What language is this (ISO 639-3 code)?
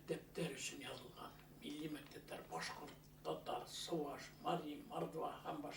bak